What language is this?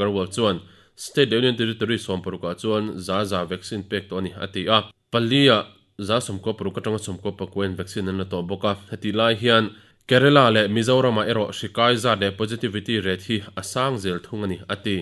Mizo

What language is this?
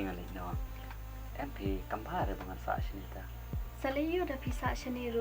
Khasi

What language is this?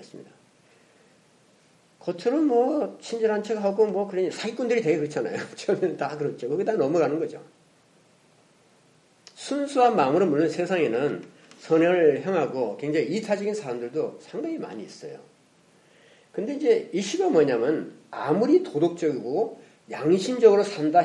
Korean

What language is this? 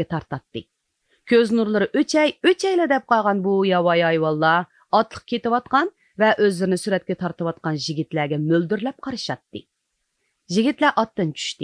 Uyghur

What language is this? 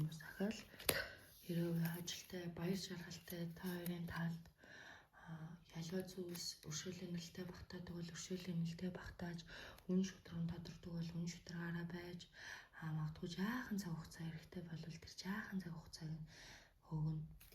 Mongolian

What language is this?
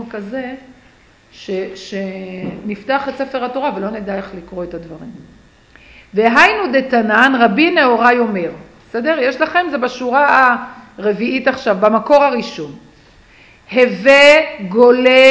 Hebrew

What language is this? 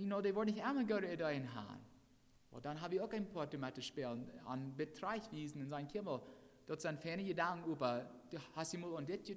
Plautdietsch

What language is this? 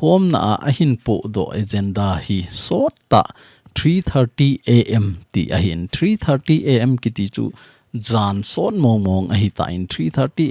Thado Chin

